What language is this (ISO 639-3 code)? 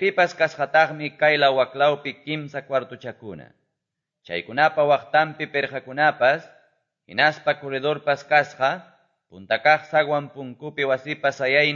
que